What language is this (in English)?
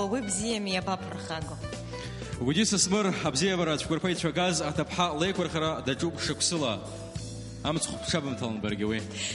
Abkhazian